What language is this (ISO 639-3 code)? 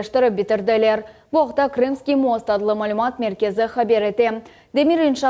crh